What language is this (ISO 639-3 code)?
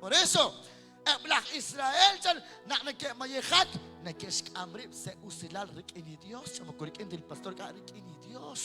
kek